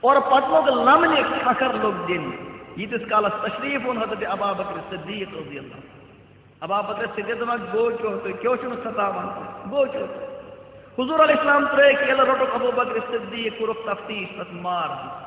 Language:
Kashmiri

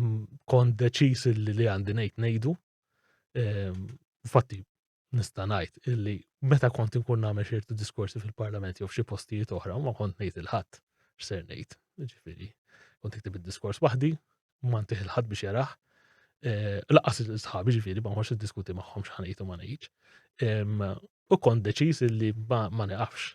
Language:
Maltese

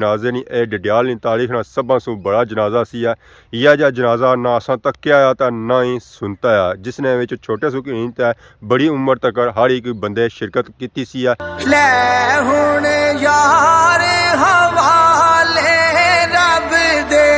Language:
Pahari-Potwari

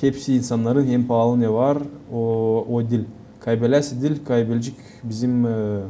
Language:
Gagauz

